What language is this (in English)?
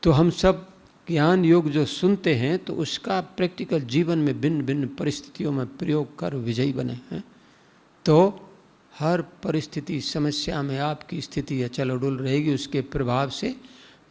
Hindi